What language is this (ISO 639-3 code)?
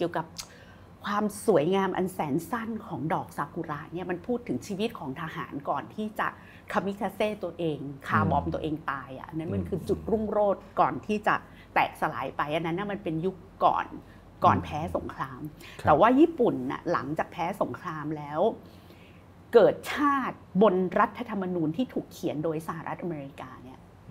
tha